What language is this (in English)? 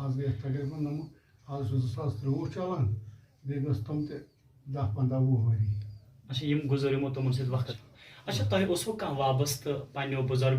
Kashmiri